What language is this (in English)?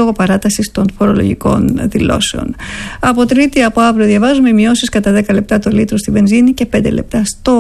Greek